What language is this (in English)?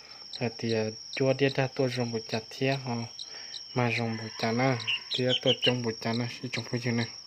Hmong